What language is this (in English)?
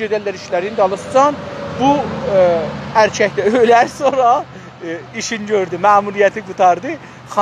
South Azerbaijani